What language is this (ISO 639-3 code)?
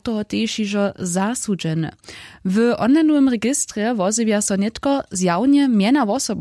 hsb